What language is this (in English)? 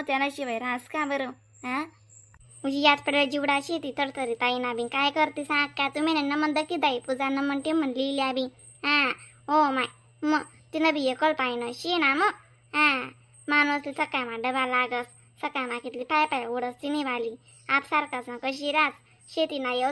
Khandesi